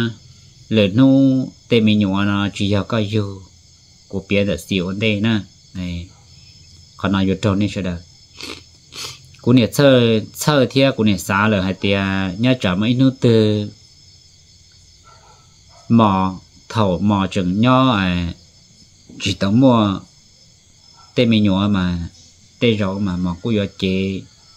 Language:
Vietnamese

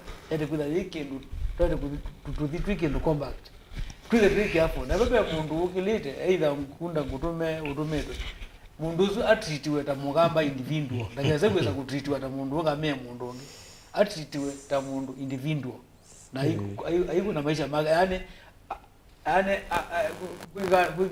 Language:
Kamba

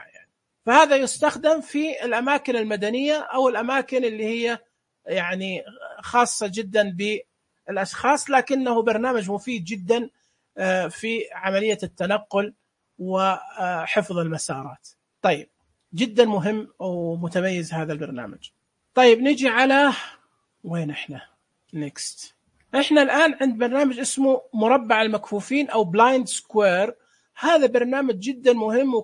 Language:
Najdi Arabic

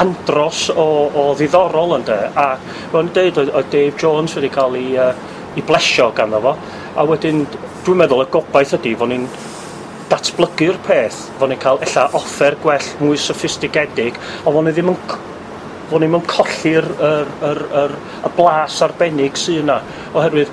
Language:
Welsh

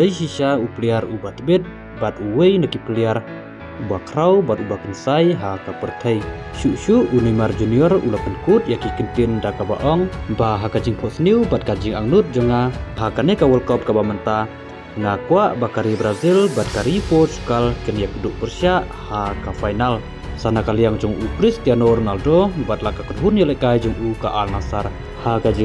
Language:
Khasi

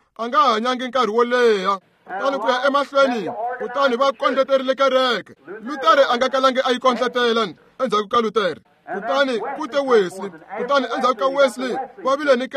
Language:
Tsonga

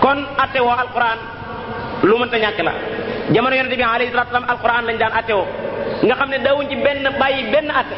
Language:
Wolof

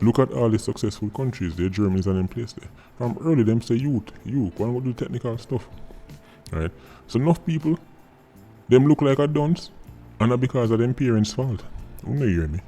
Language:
Jamaican Creole English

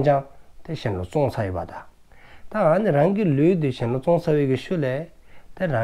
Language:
Dzongkha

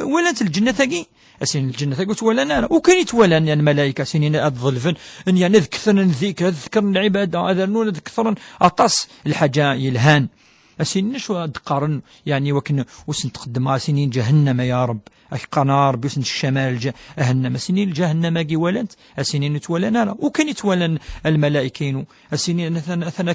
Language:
Kabyle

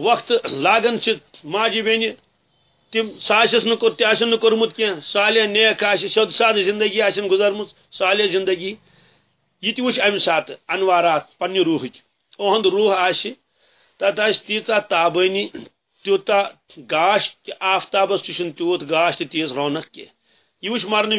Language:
Kashmiri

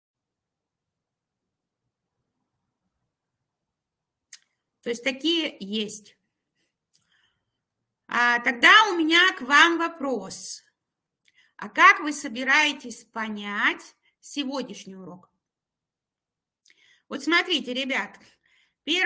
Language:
Russian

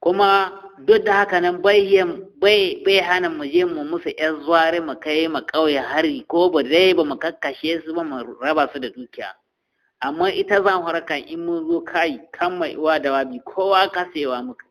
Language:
Hausa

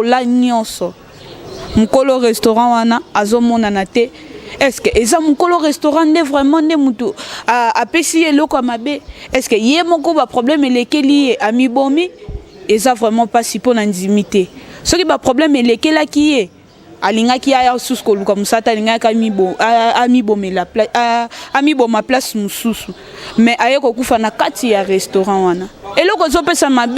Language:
Lingala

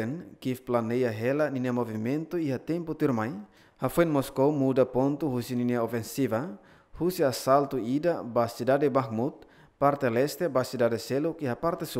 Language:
Tetum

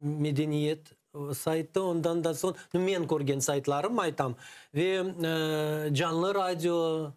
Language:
Crimean Tatar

